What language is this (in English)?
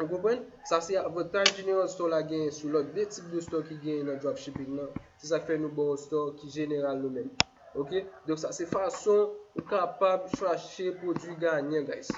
Haitian Creole